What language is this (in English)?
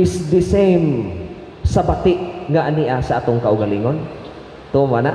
Cebuano